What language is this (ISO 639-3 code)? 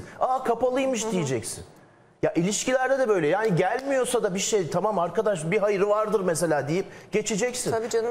tur